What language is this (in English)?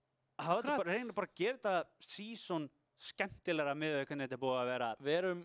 Icelandic